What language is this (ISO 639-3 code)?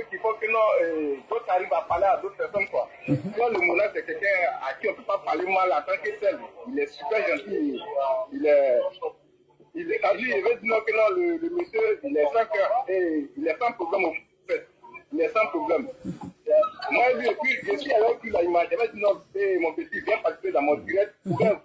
fra